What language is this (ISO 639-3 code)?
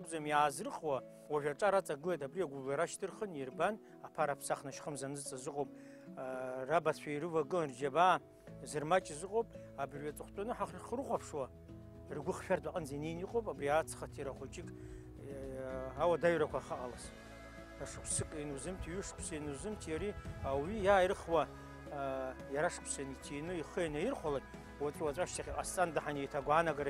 abk